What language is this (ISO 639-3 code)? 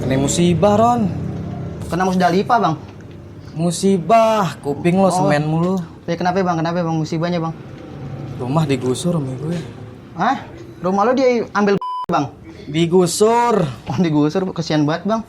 bew